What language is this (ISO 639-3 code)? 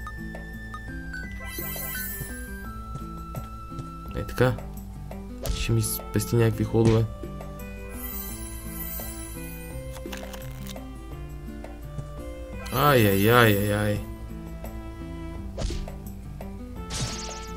bul